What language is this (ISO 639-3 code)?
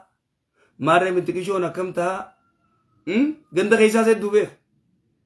orm